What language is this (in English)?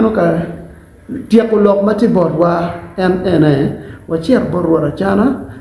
Acoli